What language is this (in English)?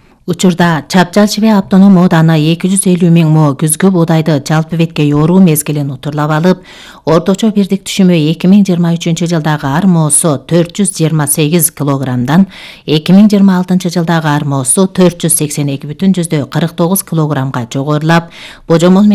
Kyrgyz